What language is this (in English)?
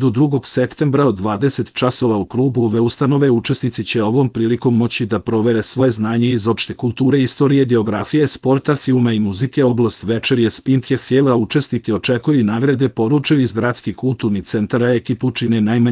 Serbian